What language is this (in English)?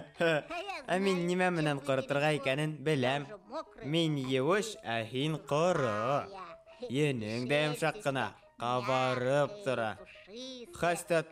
Bashkir